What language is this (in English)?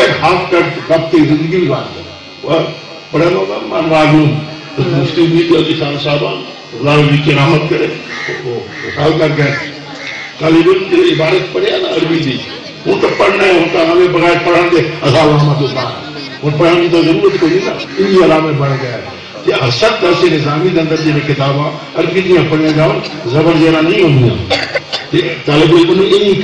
Saraiki